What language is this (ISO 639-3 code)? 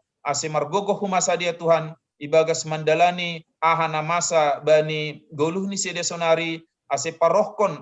bts